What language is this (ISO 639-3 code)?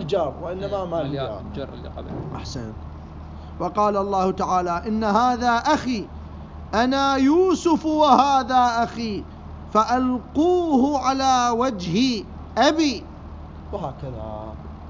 acm